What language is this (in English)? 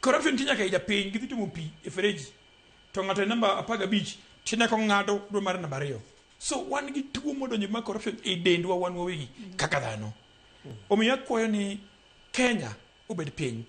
Luo (Kenya and Tanzania)